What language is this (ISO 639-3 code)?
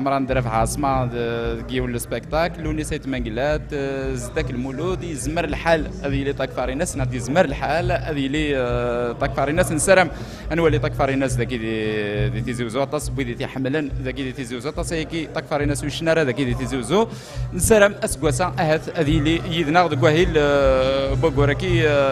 kab